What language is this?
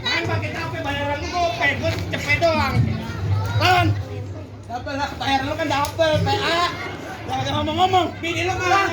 Betawi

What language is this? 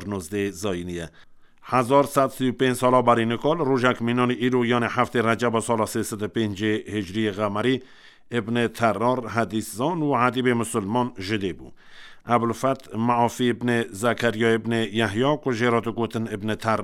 Kurdish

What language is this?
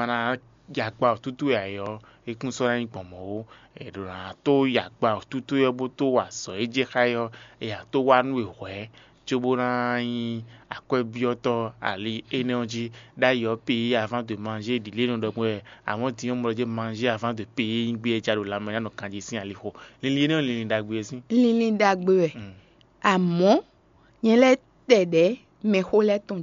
Fon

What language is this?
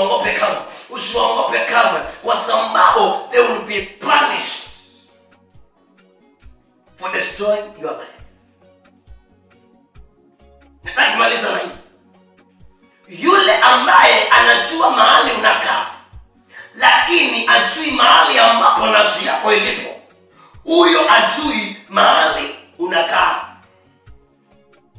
Swahili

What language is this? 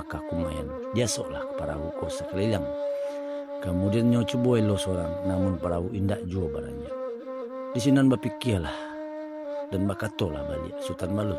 Minangkabau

